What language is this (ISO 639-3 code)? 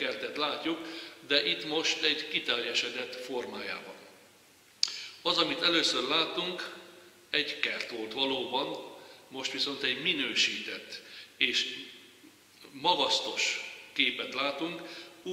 hun